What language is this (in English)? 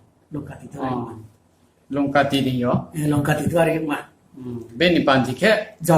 Riang (India)